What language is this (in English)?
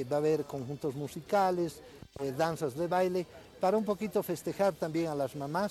South Bolivian Quechua